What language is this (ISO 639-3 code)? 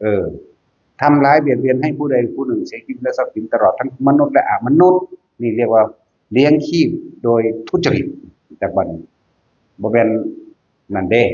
tts